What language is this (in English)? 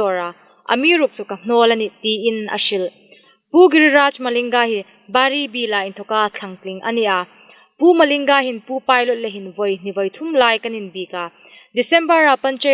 Hmar